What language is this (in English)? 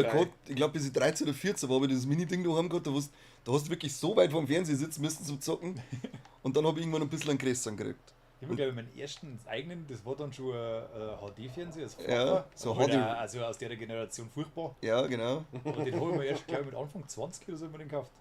Bavarian